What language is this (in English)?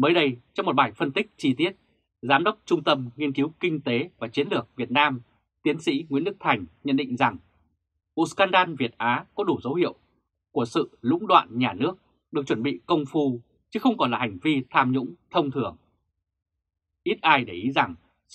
Vietnamese